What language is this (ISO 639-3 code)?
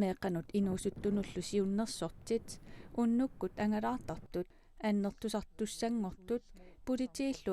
kal